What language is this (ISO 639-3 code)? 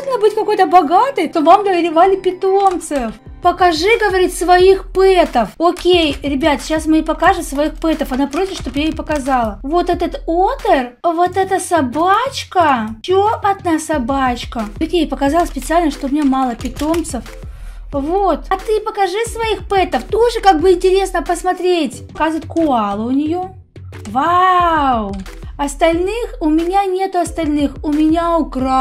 rus